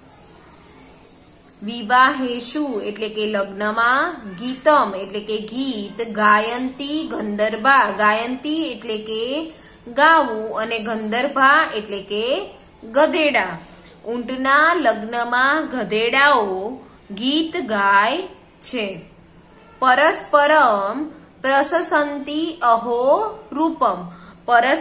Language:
Gujarati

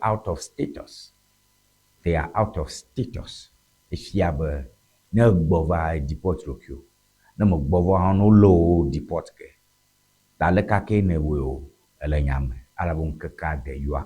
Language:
Ewe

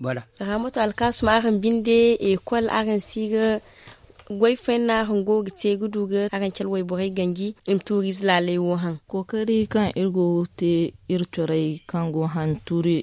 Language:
Zarma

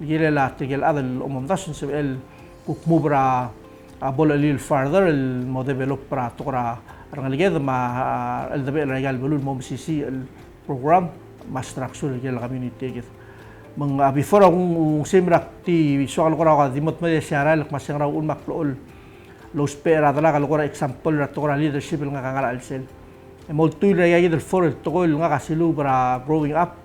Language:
Palauan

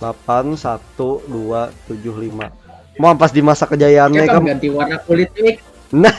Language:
Banjar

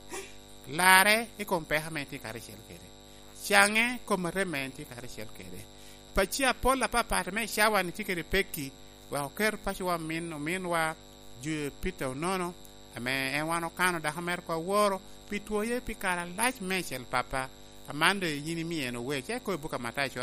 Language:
Lango (Uganda)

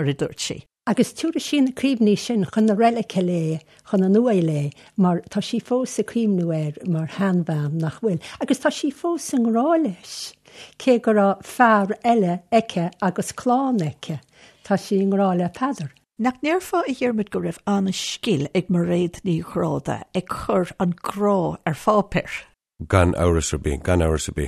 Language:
Irish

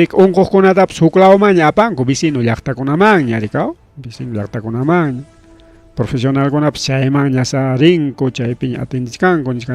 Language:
Ayacucho Quechua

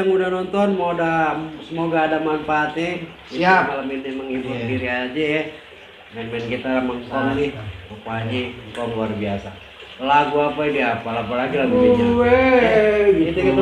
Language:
Betawi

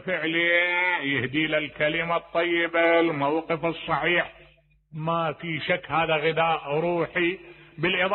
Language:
Mesopotamian Arabic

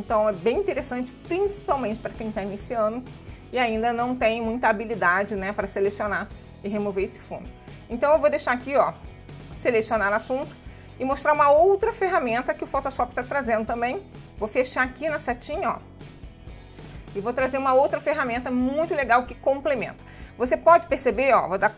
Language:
Portuguese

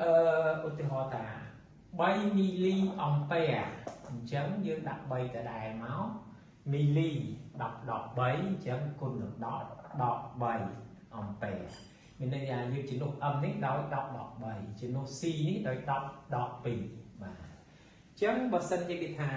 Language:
Khmer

